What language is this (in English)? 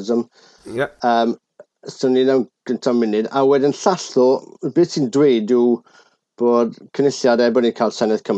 Welsh